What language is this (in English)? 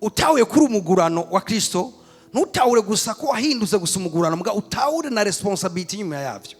Rundi